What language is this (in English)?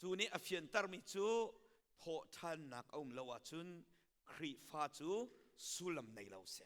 Hakha Chin